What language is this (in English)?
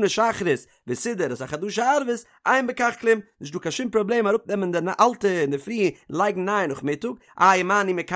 Yiddish